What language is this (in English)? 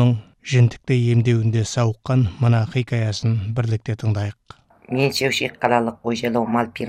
Kazakh